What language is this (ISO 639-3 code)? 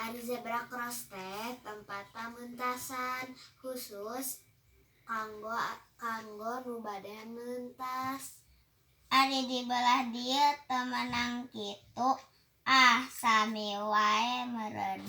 sun